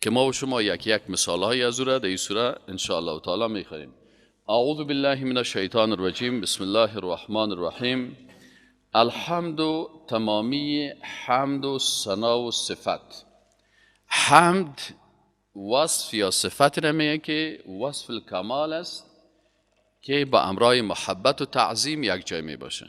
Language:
Persian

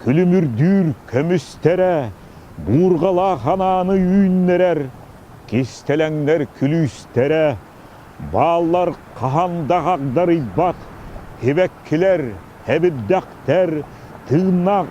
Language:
Yakut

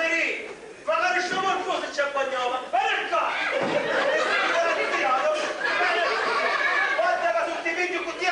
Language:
Sicilian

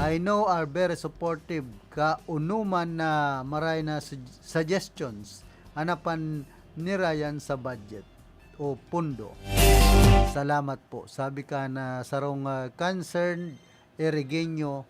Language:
Bikol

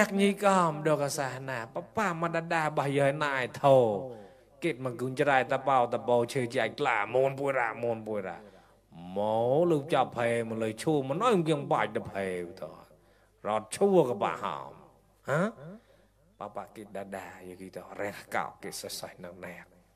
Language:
Mon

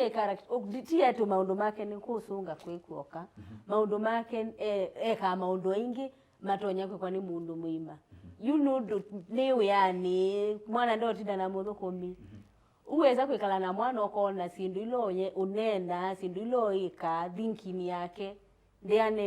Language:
Kamba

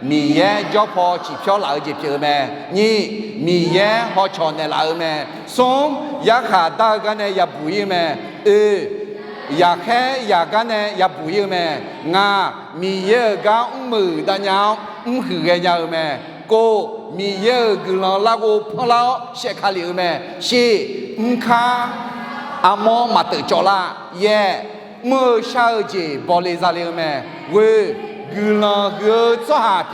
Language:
Akha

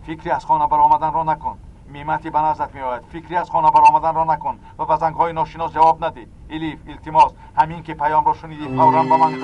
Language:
Tajik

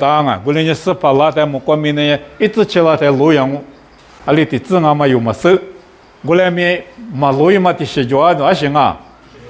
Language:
Lisu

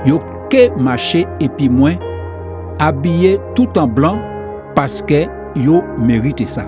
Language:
Guadeloupean Creole French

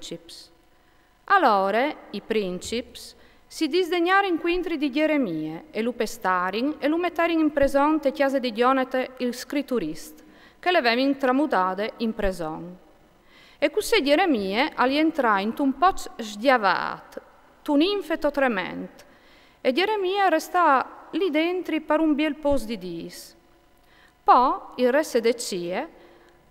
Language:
Friulian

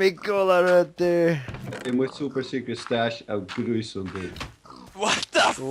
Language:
Faroese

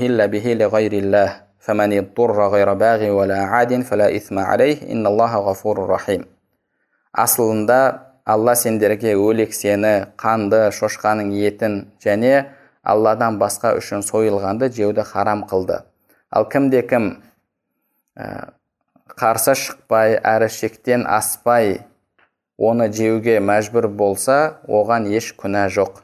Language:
Kazakh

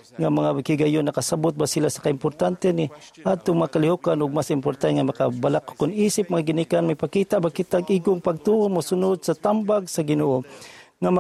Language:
Cebuano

